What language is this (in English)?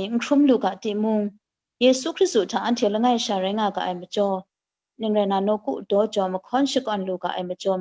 Kachin